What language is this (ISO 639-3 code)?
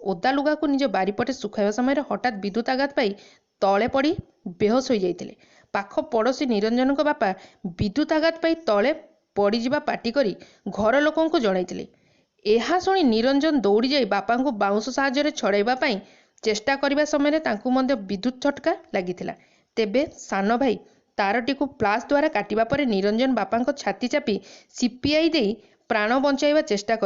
ori